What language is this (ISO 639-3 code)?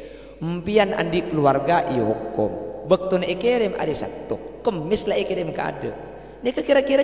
mad